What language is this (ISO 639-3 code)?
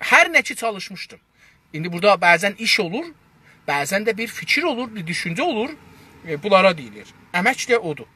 azb